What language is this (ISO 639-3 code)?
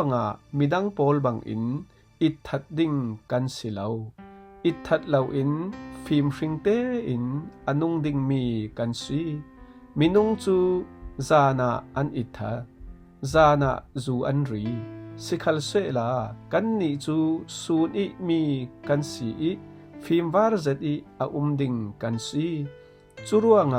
cfm